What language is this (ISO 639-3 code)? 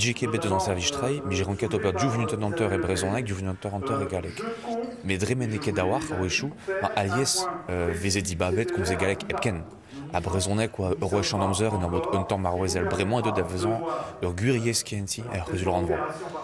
bre